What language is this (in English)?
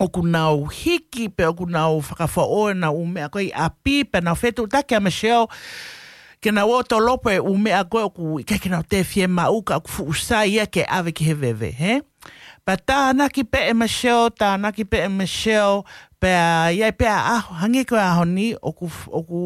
Tongan